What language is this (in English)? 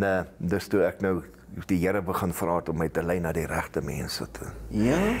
Afrikaans